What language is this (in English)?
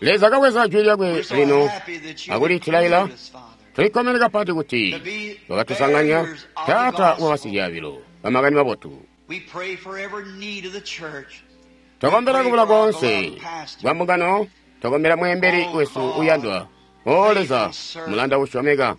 Tonga (Zambia)